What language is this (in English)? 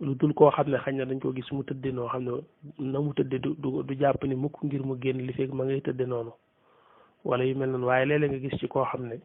Wolof